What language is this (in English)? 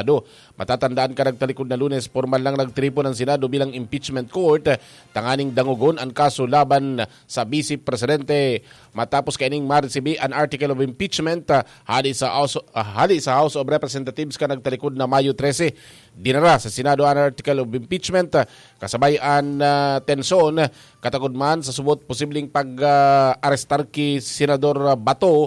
Bikol